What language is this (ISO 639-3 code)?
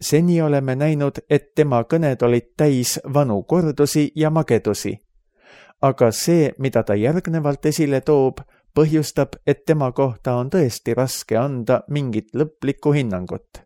est